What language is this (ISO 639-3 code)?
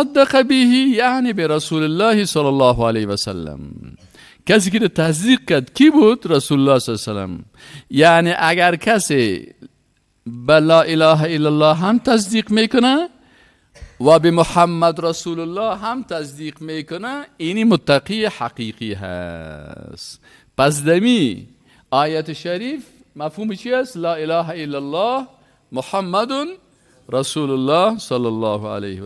fas